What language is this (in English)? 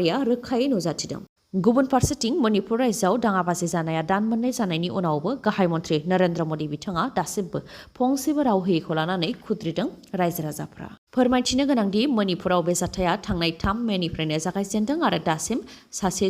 Bodo